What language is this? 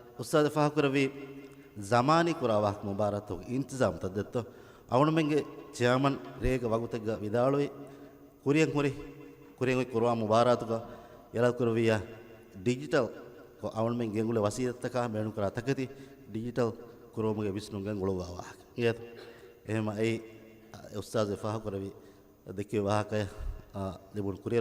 Divehi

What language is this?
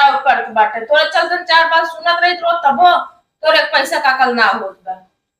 Awadhi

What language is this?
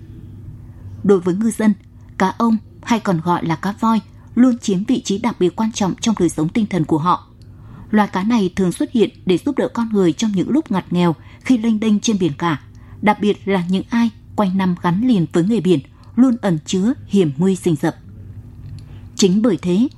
Vietnamese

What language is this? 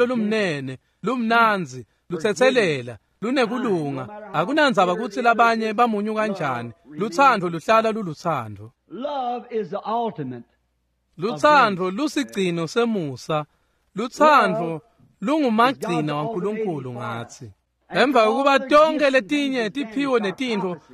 Swati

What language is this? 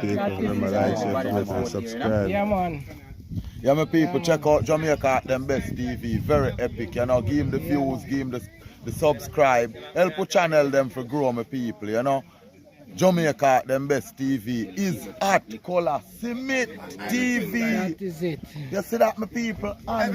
Jamaican Creole English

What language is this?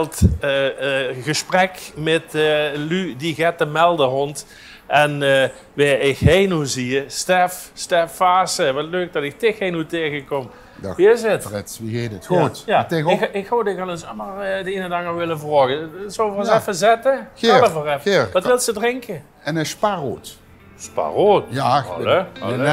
Limburgish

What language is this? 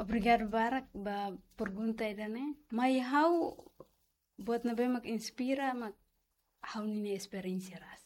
Tetum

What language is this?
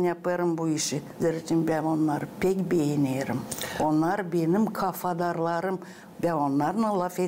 Gagauz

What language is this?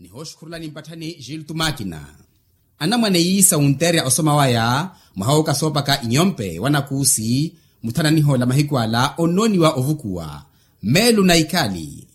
Makhuwa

